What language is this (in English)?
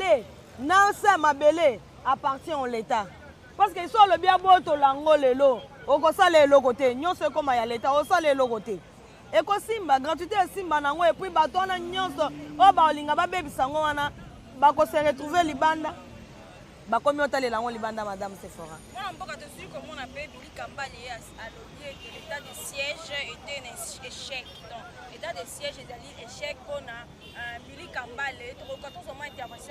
Lingala